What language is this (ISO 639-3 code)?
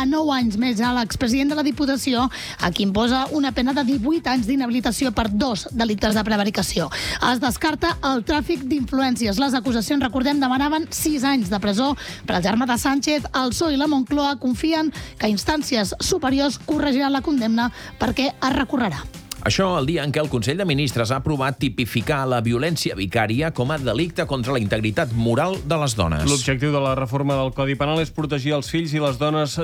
cat